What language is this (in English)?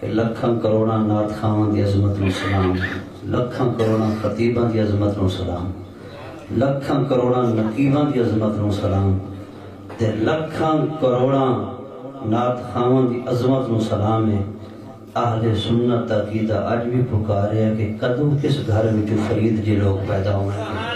Saraiki